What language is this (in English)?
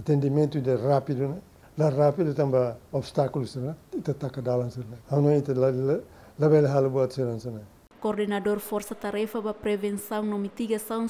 Tetum